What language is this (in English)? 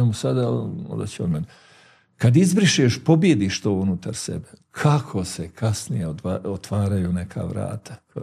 Bosnian